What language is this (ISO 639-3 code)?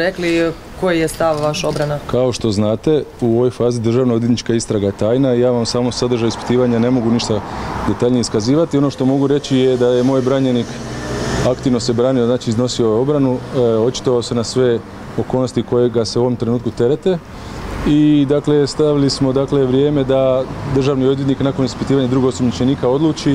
hrv